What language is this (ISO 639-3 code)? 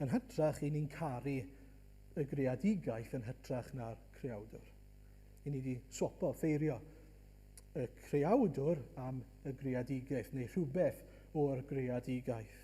cym